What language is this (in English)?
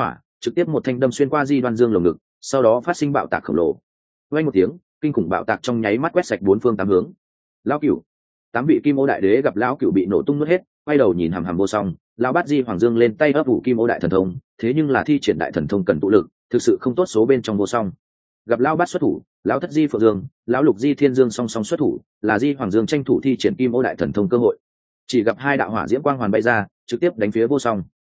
Vietnamese